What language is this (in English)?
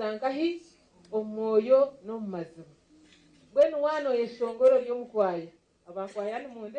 Nyankole